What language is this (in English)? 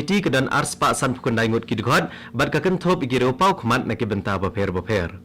Khasi